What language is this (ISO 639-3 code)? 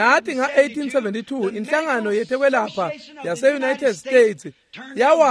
ssw